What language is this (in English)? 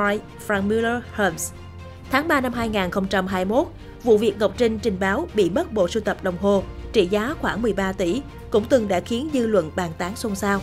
Vietnamese